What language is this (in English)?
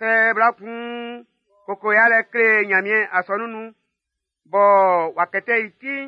Baoulé